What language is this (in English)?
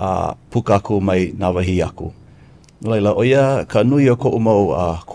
Hawaiian